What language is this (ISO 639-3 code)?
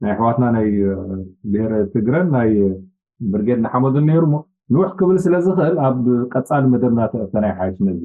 tir